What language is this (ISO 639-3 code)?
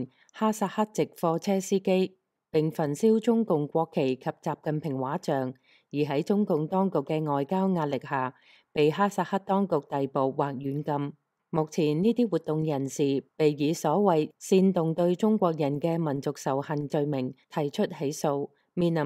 yue